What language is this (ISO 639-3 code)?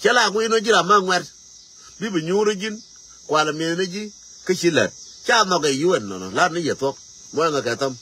nus